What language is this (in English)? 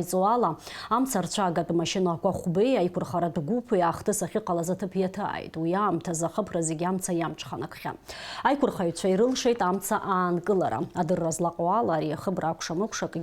Abkhazian